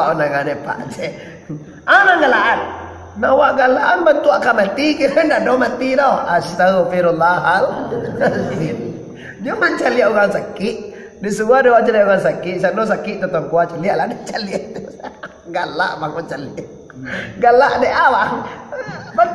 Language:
Minangkabau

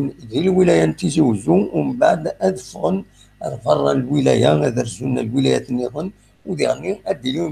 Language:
Kabyle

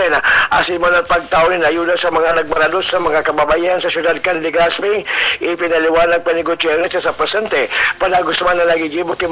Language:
Bikol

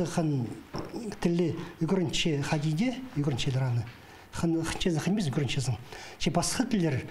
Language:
Khakas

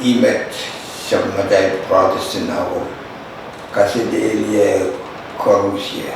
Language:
Pohnpeian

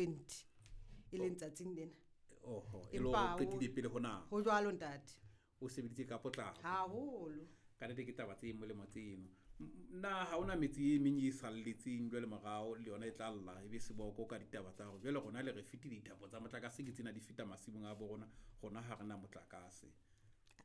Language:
Southern Sotho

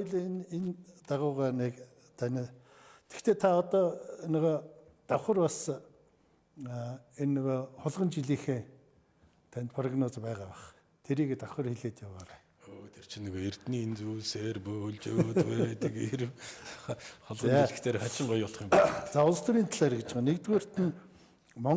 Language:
Mongolian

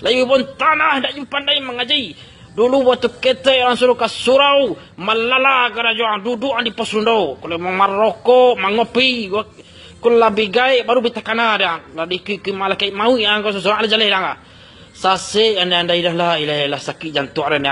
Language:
Minangkabau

